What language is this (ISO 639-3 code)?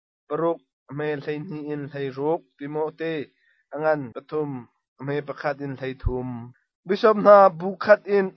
cnh